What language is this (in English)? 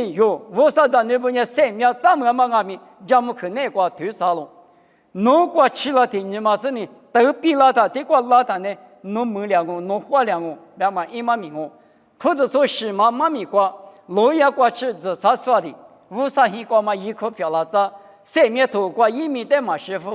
Lisu